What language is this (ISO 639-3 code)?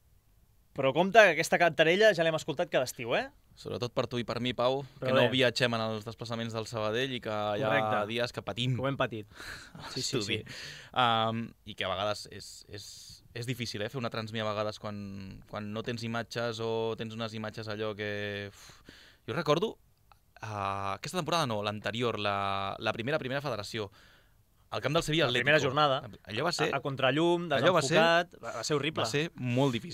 cat